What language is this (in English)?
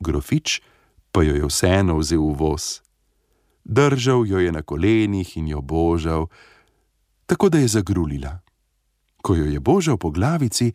Slovenian